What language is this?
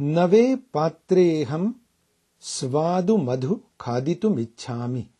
Sanskrit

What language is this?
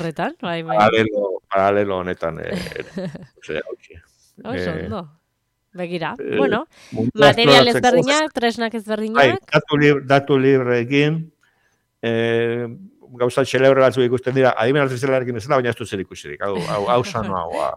Basque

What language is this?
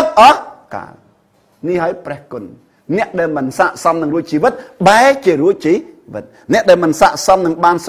Khmer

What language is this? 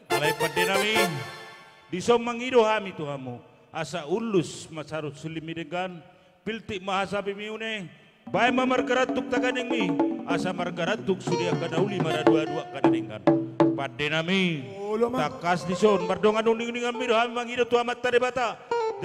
Batak Toba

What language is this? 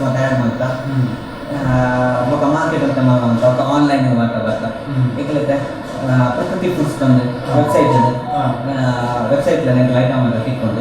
Tulu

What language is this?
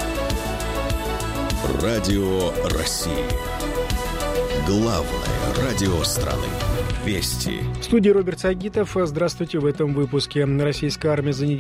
Russian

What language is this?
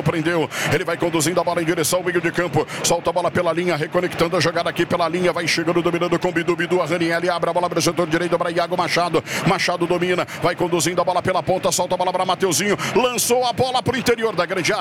Portuguese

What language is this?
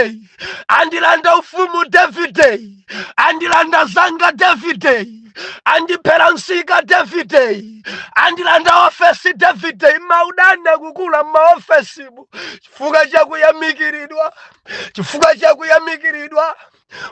Nyanja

